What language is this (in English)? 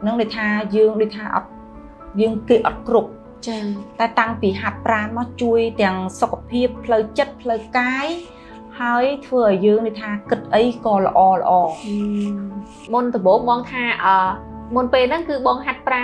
Khmer